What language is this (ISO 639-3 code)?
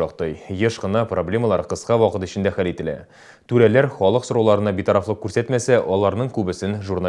tat